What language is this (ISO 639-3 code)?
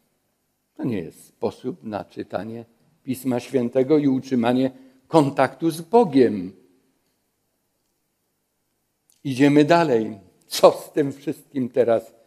pol